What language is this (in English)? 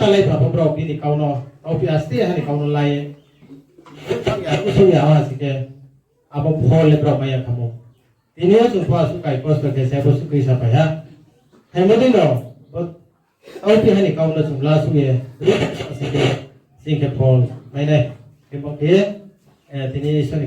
Riang (India)